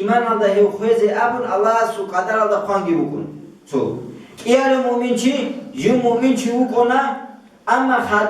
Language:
Avaric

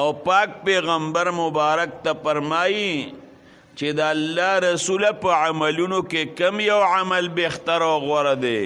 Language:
Pashto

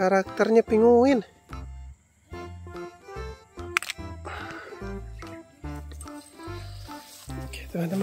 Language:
Indonesian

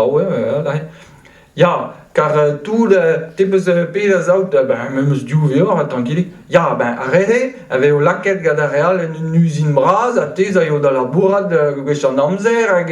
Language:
Breton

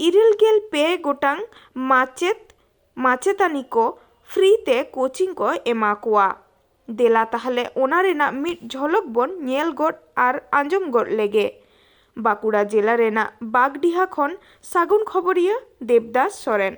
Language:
Santali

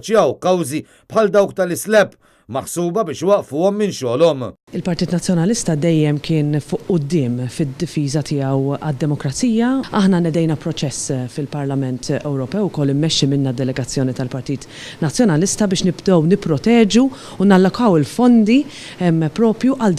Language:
Maltese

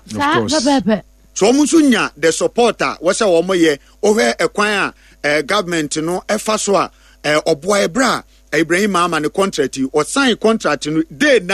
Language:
Akan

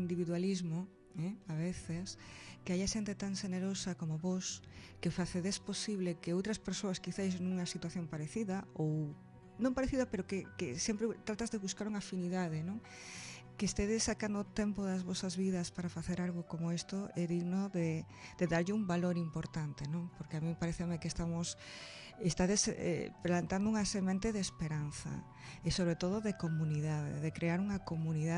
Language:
Galician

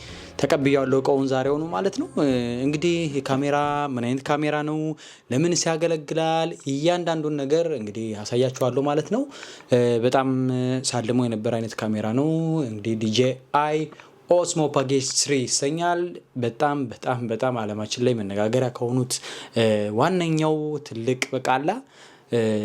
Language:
Amharic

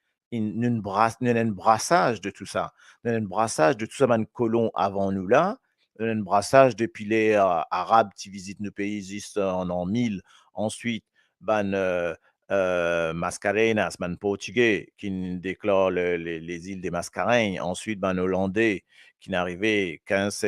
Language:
Morisyen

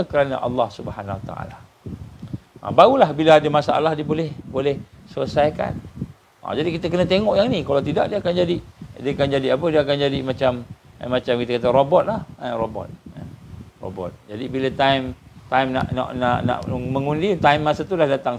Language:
Malay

